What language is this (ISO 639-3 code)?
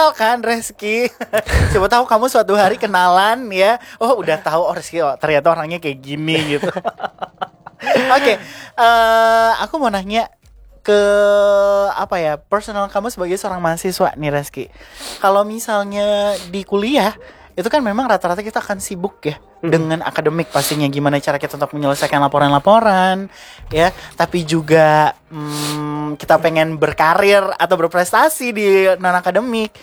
ind